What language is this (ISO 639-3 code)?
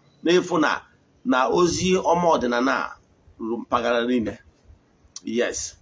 ibo